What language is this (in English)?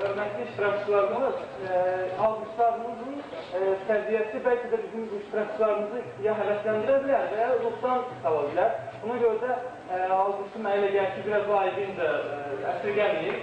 Azerbaijani